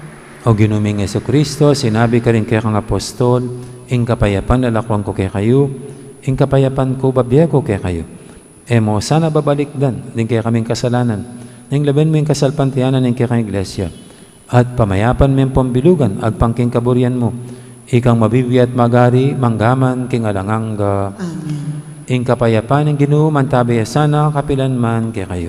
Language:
Pampanga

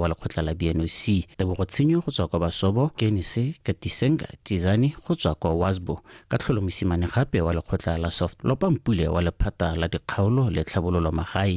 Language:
Tswana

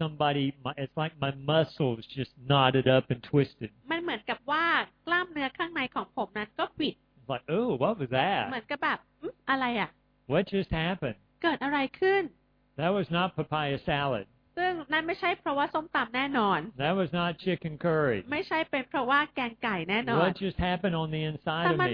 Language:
Thai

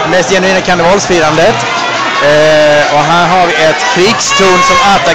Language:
Swedish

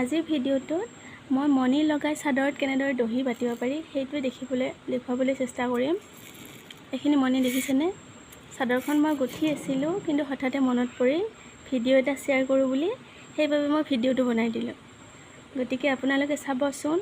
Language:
Assamese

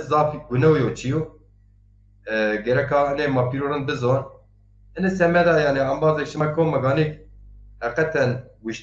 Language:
Zaza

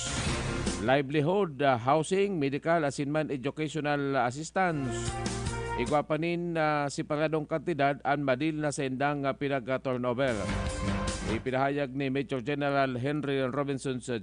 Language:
Bikol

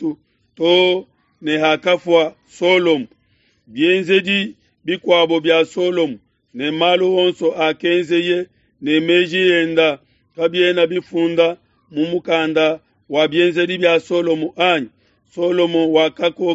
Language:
Luba-Lulua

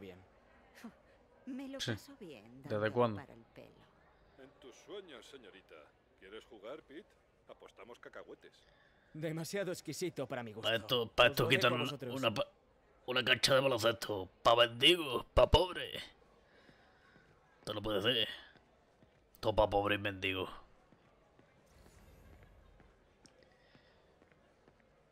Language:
Spanish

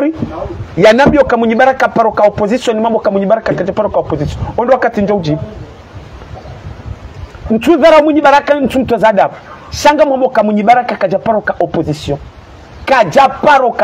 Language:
Swahili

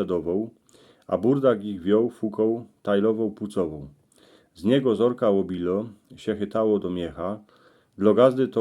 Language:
Silesian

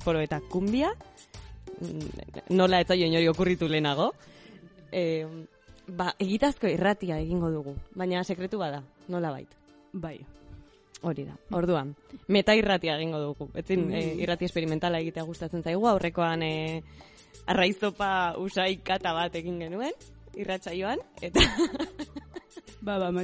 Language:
Basque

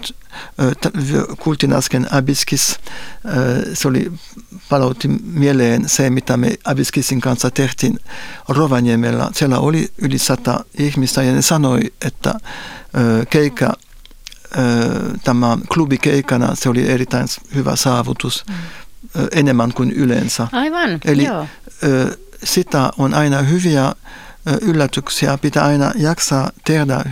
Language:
Finnish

